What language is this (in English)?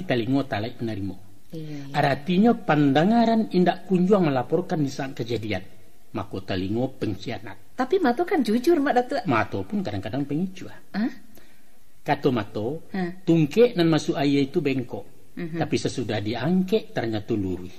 Minangkabau